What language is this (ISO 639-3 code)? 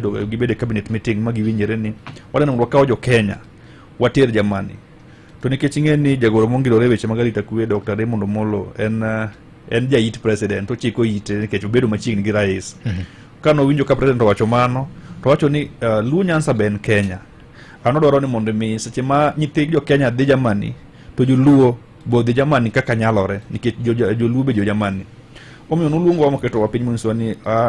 luo